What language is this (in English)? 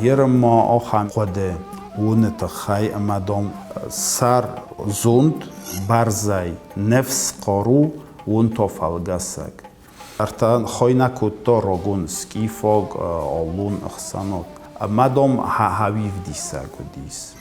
Ossetic